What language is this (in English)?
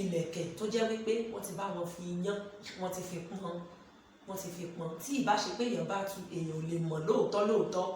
Yoruba